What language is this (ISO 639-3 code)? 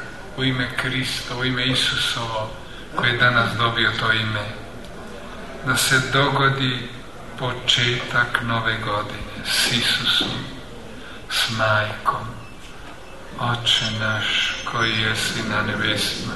hrv